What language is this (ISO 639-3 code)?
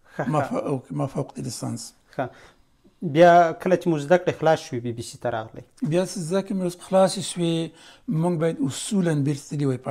pus